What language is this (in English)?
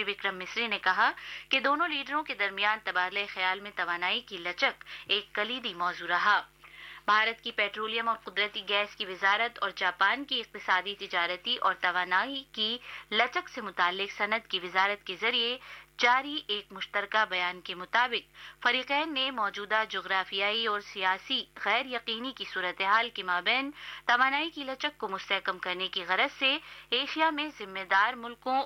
Urdu